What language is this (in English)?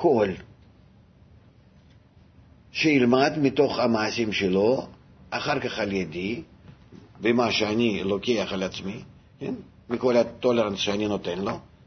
Hebrew